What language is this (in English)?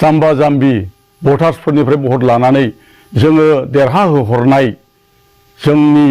Bodo